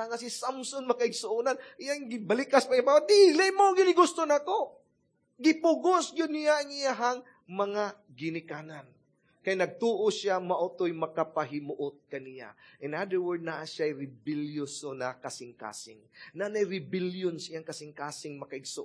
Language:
Cebuano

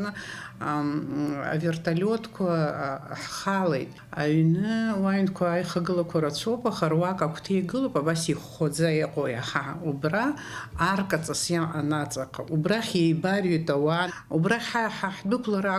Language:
Abkhazian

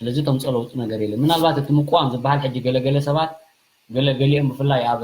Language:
Tigrinya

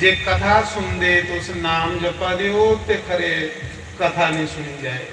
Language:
Dogri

